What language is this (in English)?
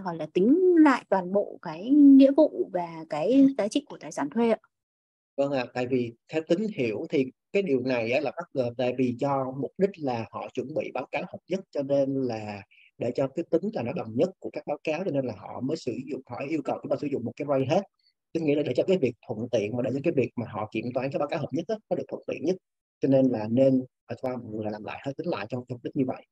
Vietnamese